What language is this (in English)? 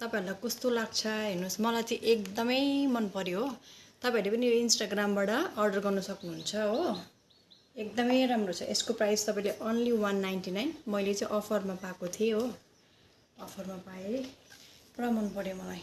Nepali